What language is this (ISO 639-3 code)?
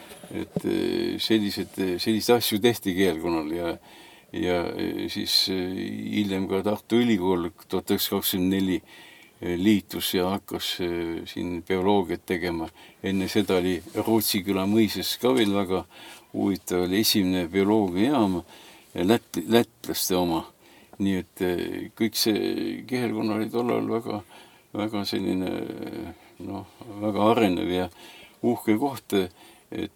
est